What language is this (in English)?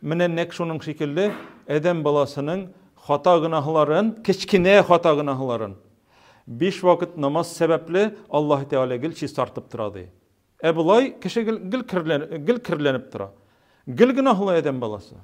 Tatar